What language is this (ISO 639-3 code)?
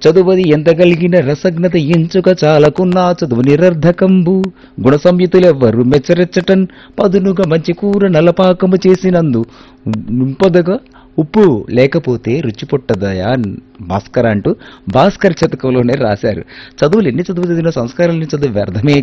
tel